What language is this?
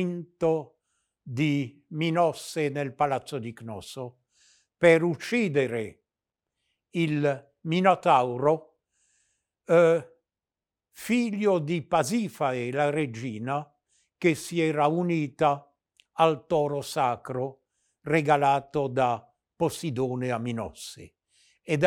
Italian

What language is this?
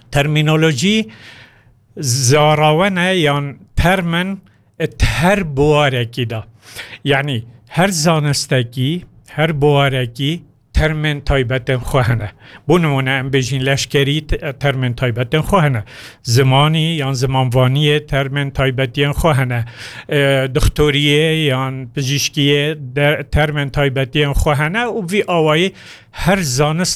Kurdish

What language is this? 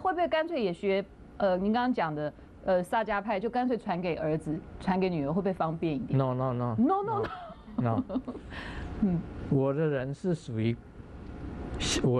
Chinese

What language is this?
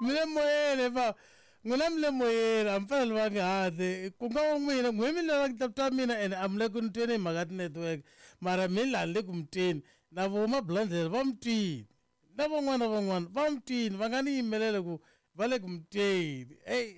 Tsonga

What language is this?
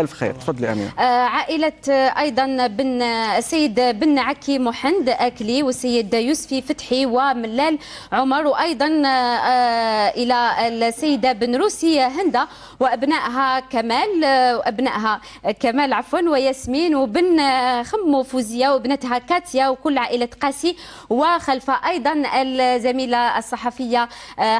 Algerian Arabic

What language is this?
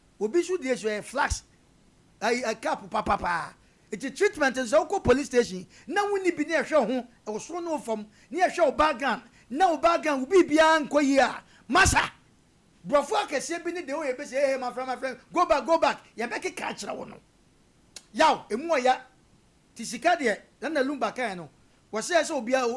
Akan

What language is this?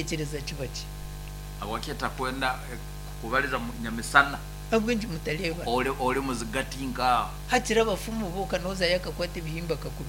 Nyankole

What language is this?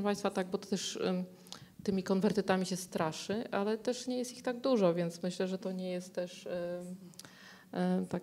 Polish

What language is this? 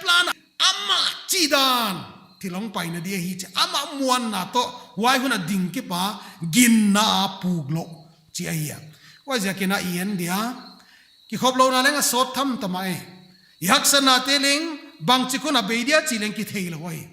Paite Chin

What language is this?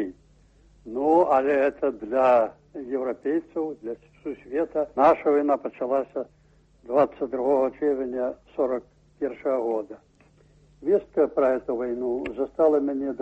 Belarusian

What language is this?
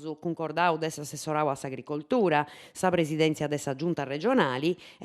Sardinian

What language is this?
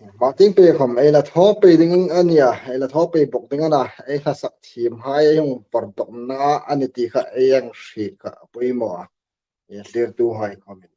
Hmar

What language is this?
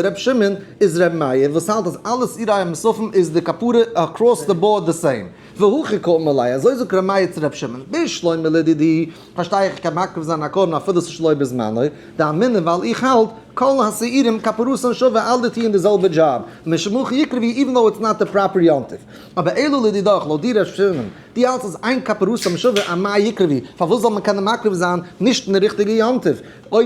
Yiddish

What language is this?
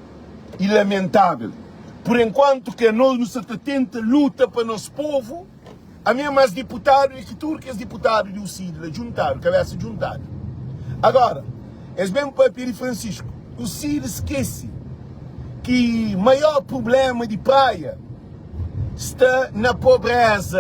Kabuverdianu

